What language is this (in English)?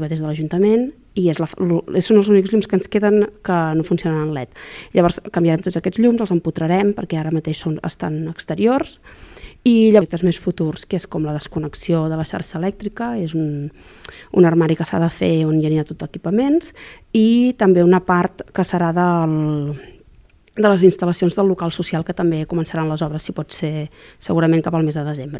Catalan